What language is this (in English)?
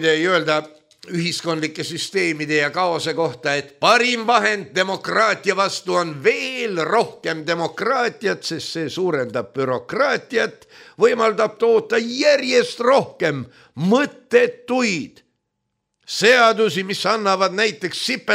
Estonian